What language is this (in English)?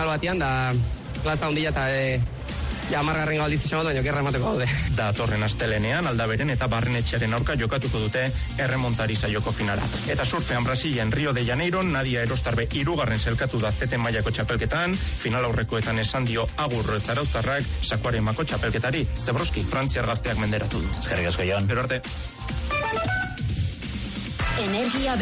Basque